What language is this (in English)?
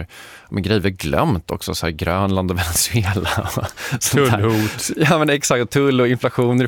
Swedish